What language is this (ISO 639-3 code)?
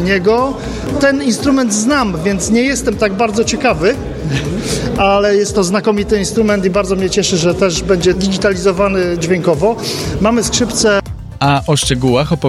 pol